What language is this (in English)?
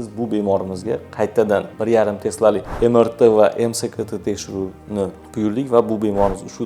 Uzbek